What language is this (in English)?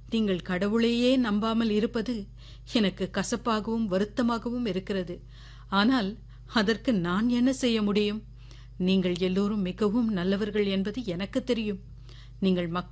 Tamil